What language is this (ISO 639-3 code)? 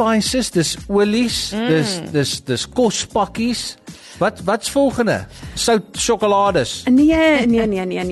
afr